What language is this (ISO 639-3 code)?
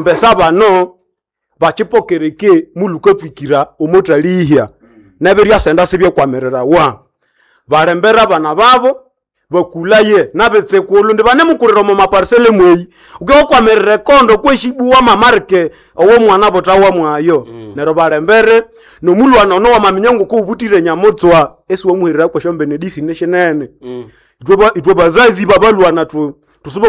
nnb